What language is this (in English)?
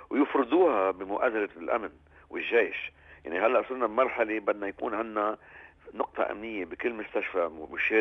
North Levantine Arabic